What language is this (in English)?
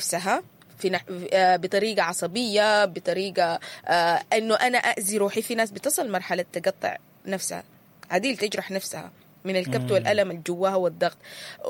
Sudanese Arabic